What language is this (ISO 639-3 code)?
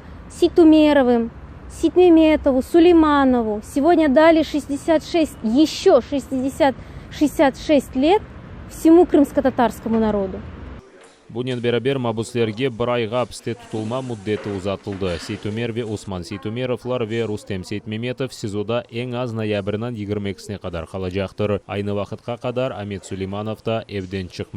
crh